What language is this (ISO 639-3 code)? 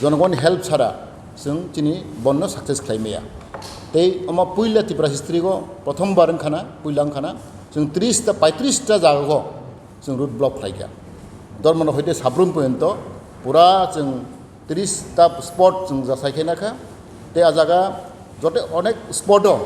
trp